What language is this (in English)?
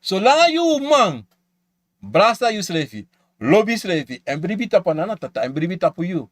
Sranan Tongo